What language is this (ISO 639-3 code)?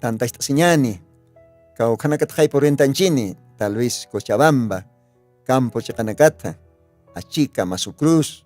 aym